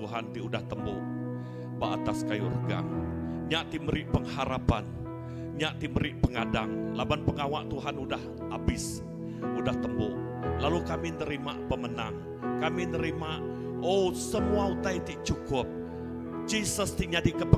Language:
Iban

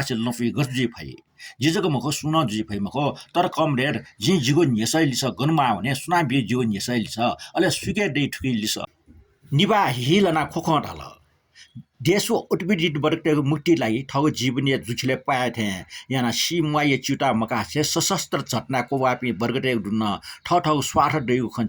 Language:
Newari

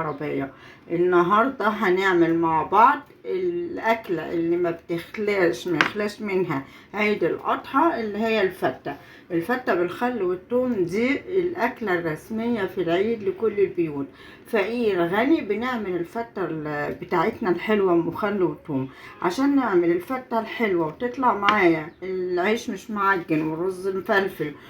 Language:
Egyptian Arabic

